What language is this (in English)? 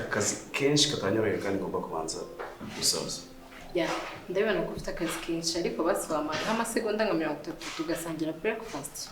Kinyarwanda